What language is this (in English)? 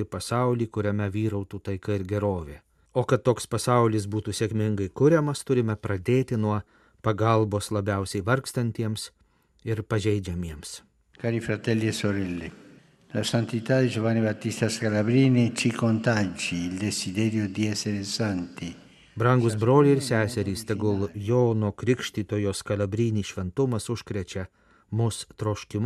Lithuanian